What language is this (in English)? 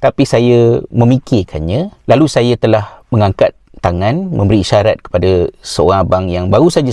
Malay